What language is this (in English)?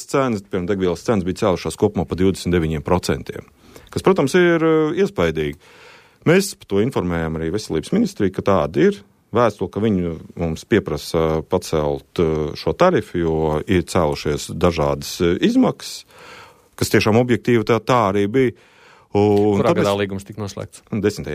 Latvian